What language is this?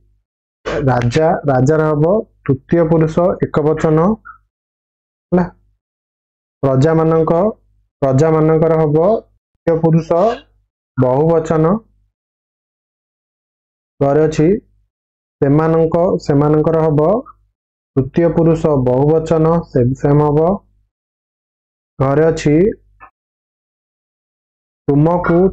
Odia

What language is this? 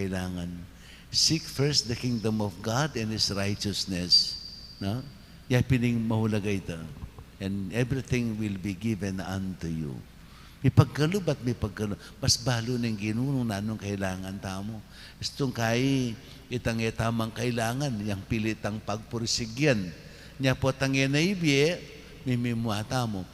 Pampanga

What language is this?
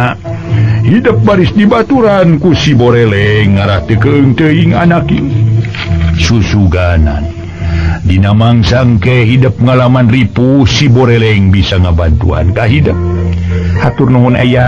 Sundanese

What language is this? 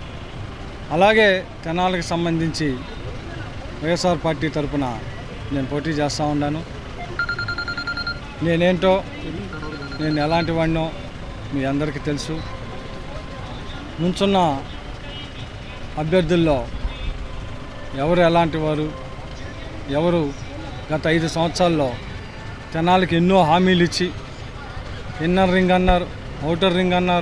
Telugu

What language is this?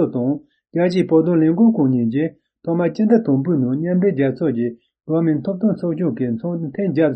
Tibetan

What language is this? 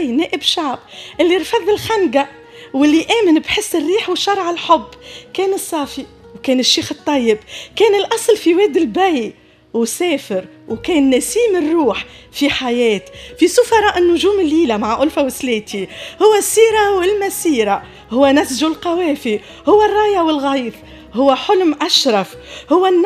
Tunisian Arabic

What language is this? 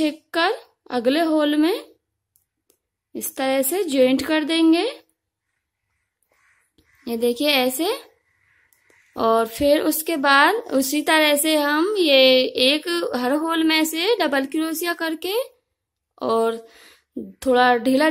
Hindi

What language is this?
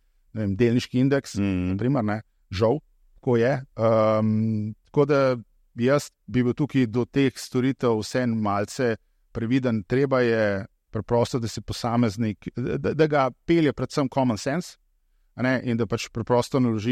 Slovenian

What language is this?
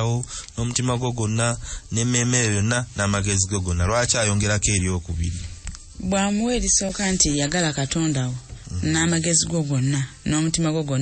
Ganda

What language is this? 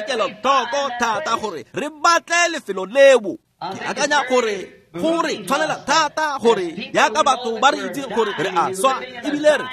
Tswana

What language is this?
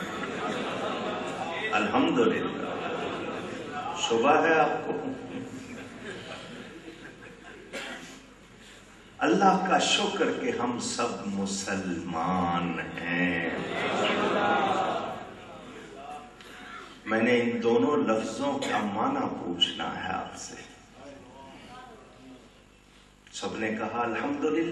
Urdu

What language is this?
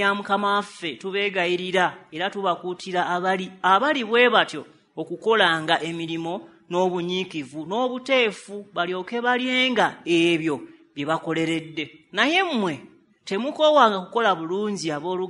Ganda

